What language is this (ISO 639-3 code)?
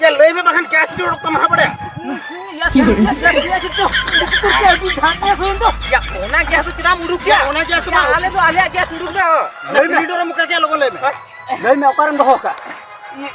sat